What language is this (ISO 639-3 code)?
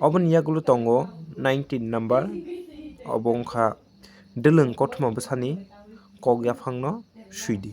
trp